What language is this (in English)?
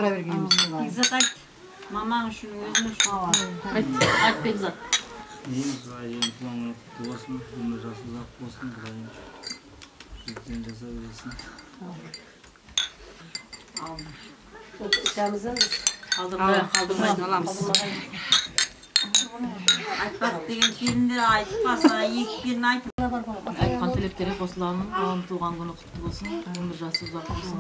Kazakh